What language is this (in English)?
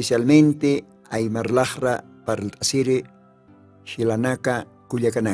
Aymara